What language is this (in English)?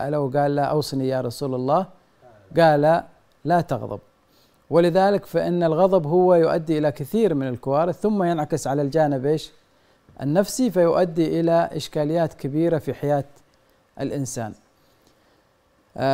Arabic